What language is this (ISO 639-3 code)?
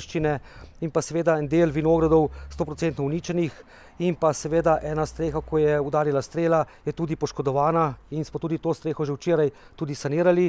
slv